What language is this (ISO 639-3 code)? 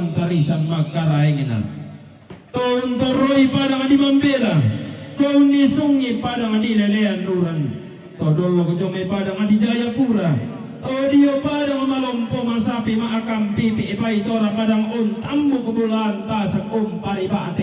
sda